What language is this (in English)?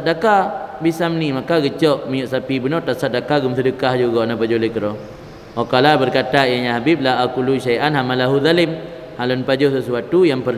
Achinese